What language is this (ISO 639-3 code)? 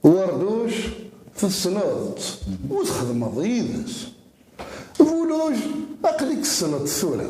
kab